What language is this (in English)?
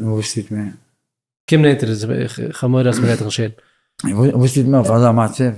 Yiddish